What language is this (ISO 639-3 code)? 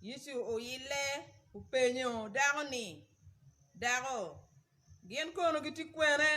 ach